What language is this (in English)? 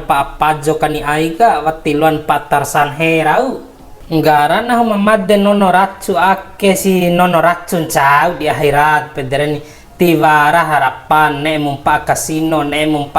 Bima